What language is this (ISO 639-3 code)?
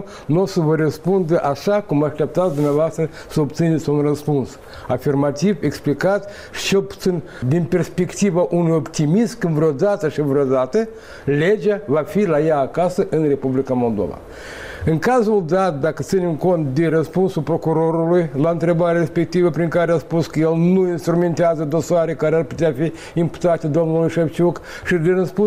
ron